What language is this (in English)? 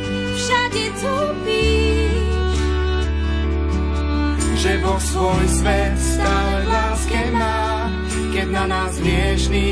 Slovak